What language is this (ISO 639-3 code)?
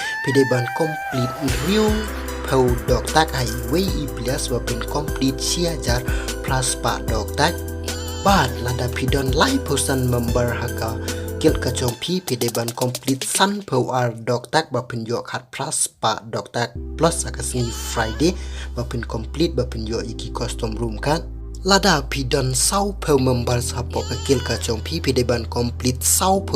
kha